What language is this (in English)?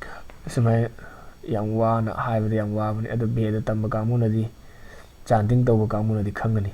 Manipuri